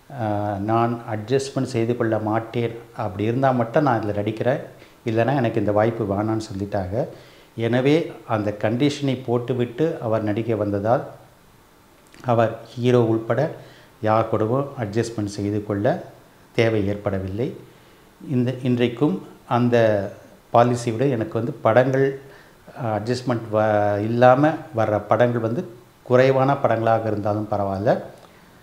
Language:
Tamil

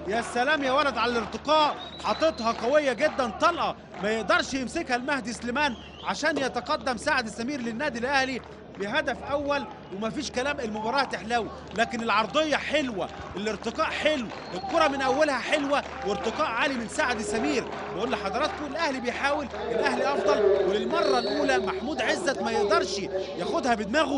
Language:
Egyptian Arabic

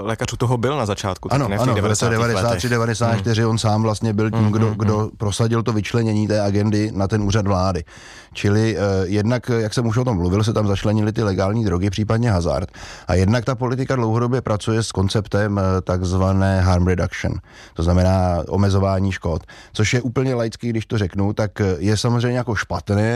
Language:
Czech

